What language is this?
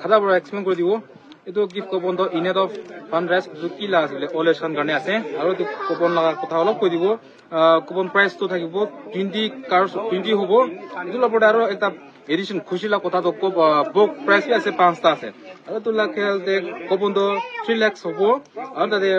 Naga Pidgin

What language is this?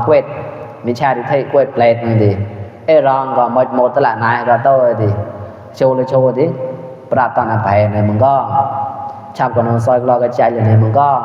Mon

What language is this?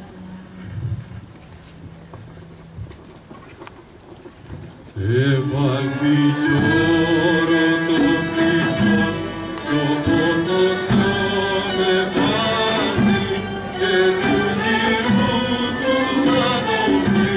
Greek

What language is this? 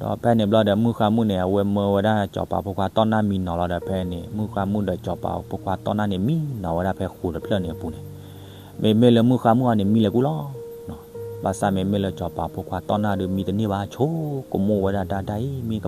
S'gaw Karen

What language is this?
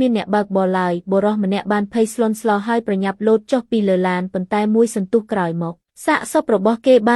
Khmer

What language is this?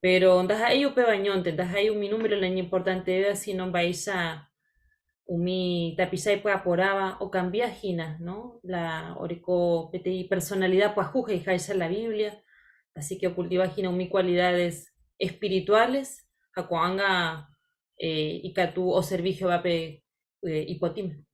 Guarani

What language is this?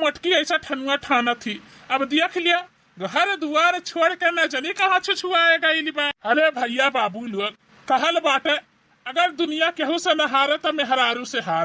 Bhojpuri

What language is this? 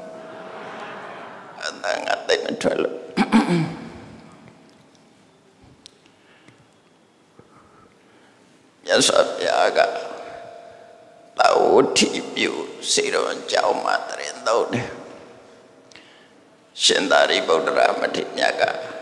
Burmese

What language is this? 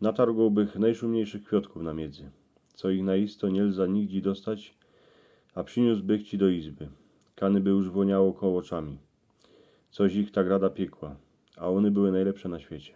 Silesian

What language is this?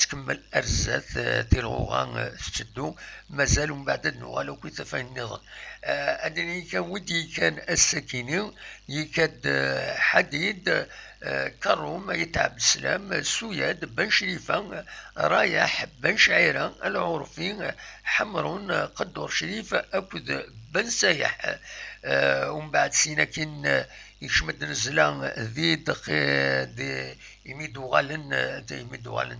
Kabyle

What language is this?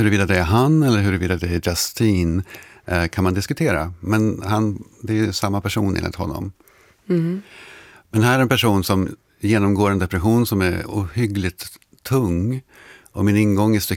Swedish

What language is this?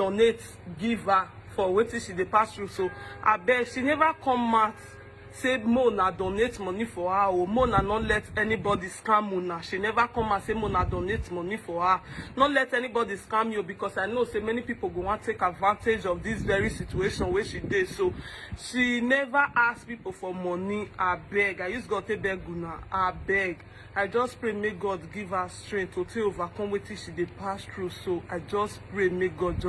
Nigerian Pidgin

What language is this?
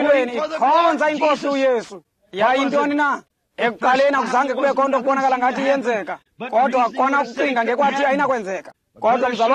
Xhosa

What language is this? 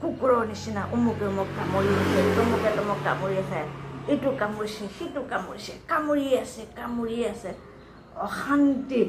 Assamese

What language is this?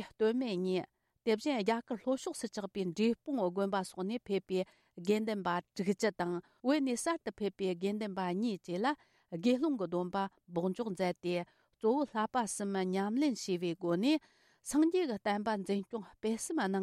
Tibetan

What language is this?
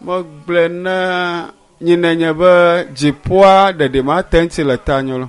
Ewe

